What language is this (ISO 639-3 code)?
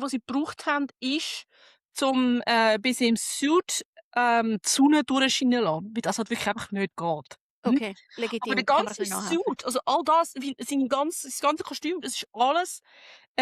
gsw